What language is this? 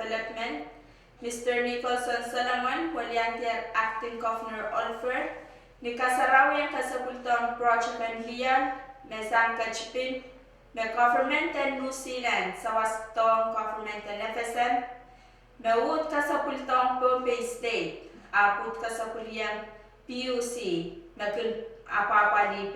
Pohnpeian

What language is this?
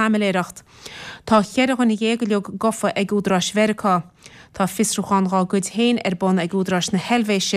Irish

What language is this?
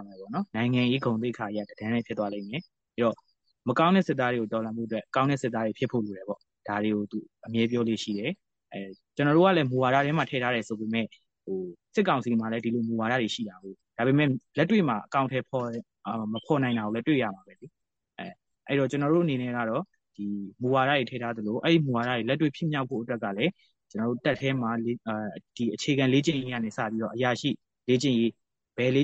Burmese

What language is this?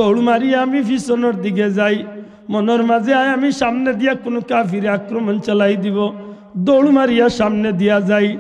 Sylheti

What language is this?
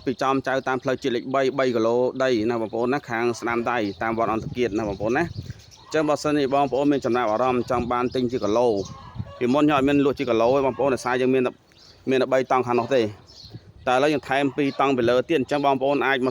Khmer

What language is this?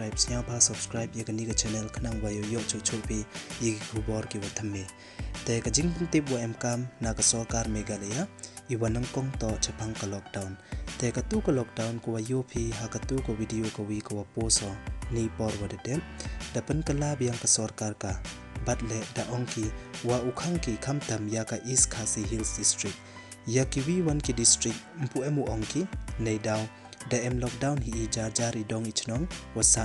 Pnar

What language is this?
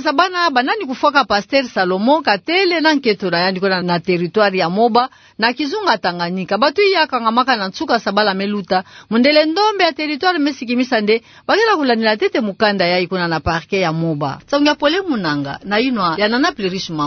Kituba (Democratic Republic of Congo)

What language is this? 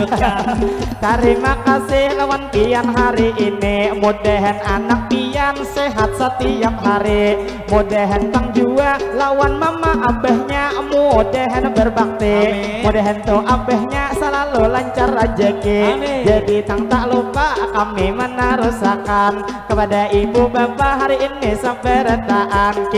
Banjar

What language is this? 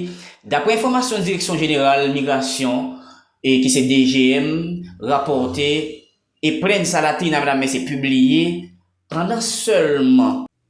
Haitian Creole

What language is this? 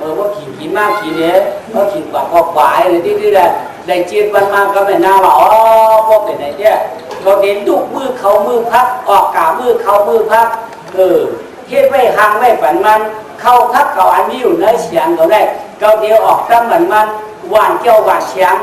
Shan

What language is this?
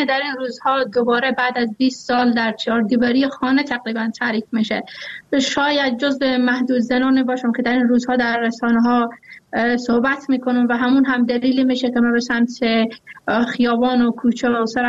Persian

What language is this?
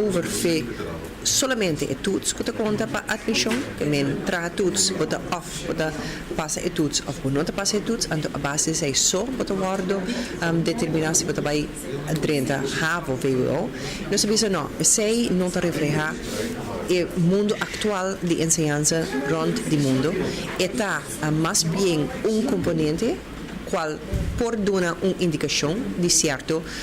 Papiamento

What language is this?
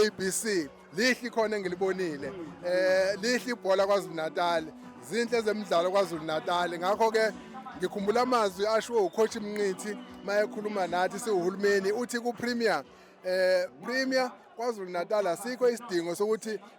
Zulu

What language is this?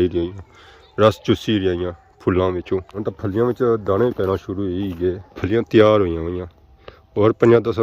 Pahari-Potwari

